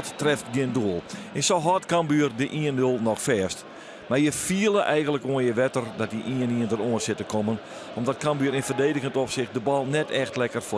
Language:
Western Frisian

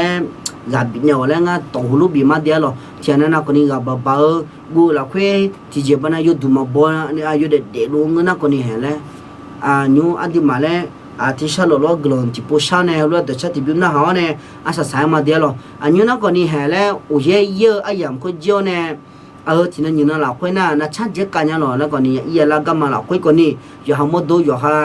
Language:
Akha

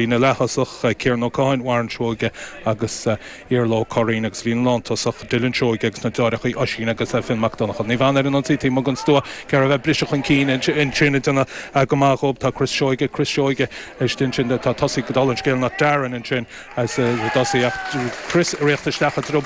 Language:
Irish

